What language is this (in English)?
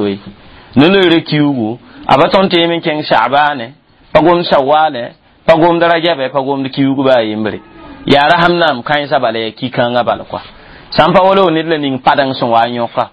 Mossi